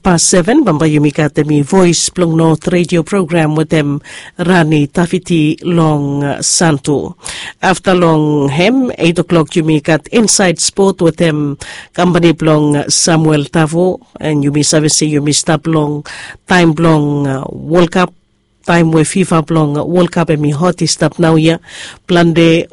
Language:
Bislama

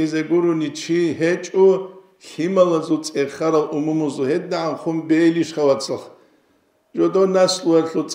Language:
Avaric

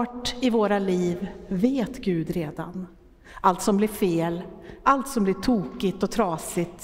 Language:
Swedish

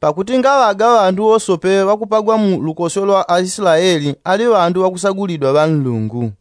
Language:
Yao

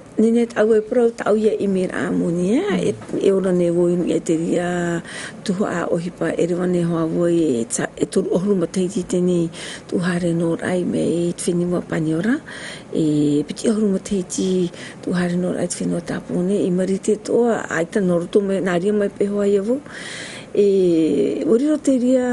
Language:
Tahitian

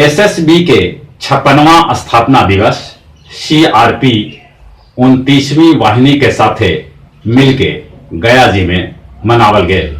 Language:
Magahi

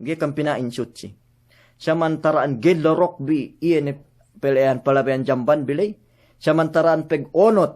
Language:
Yakan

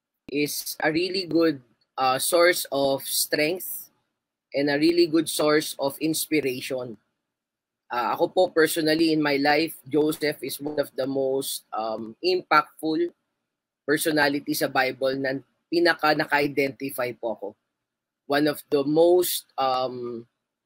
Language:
Filipino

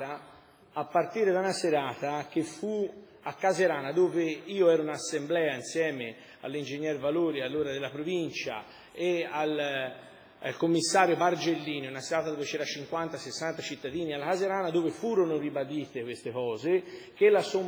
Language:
Italian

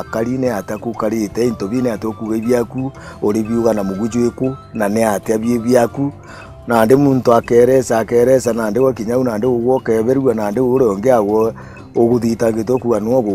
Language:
Meru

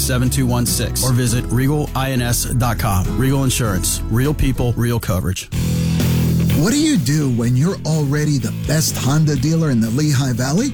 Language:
English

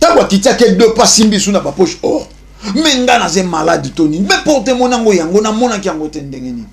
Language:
Lingala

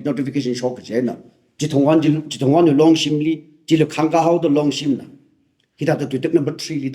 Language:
Tangkhul Naga (India)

